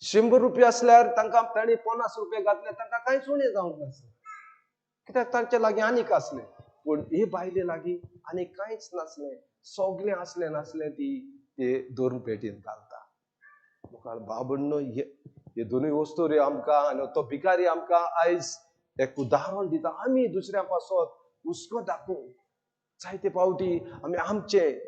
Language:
Konkani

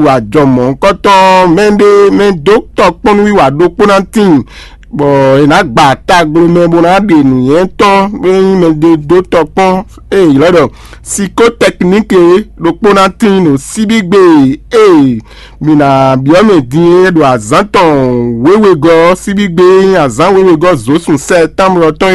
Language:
Fon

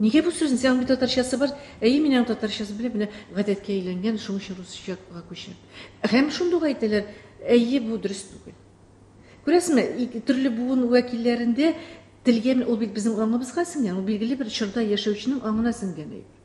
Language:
Tatar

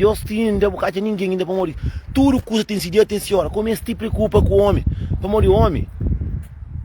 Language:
Kabuverdianu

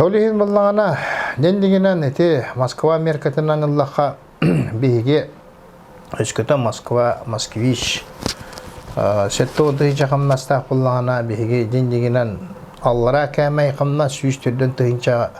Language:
Yakut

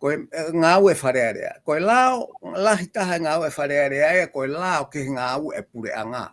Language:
Tongan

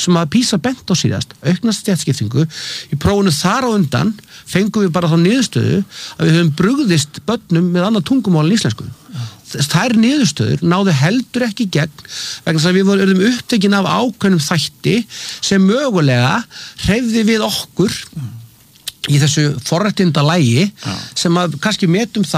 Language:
Icelandic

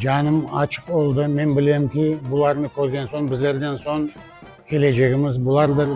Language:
Crimean Tatar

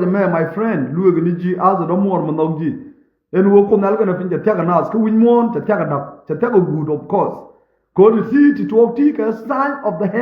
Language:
Nuer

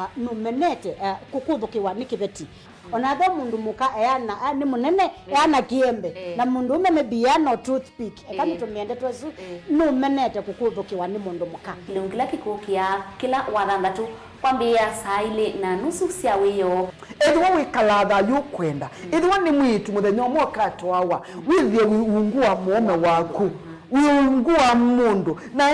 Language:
Kamba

